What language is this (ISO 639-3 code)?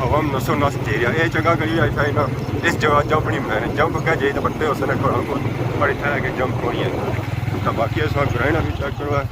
phr